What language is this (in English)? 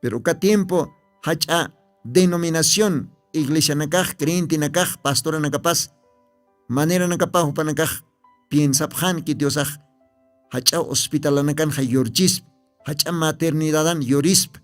Aymara